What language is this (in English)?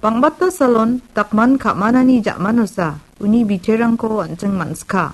Garo